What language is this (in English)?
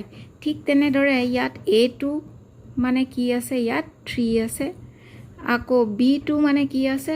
Assamese